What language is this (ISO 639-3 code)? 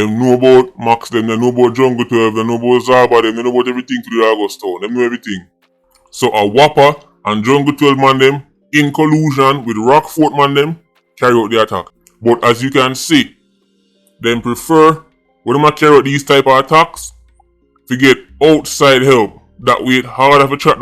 jam